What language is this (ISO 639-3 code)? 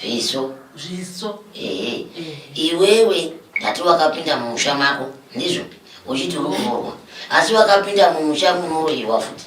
sna